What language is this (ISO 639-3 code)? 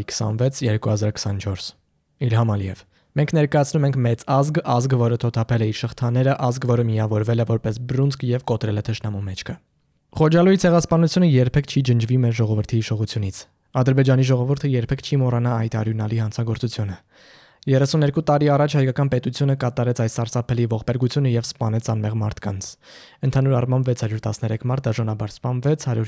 hye